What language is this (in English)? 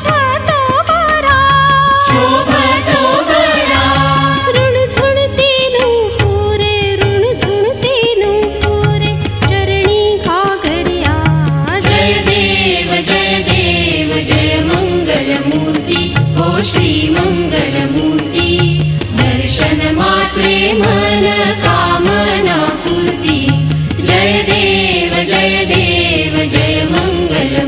Marathi